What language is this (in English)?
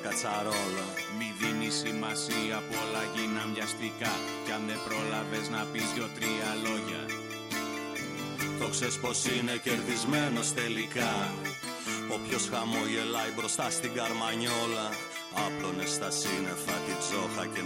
Greek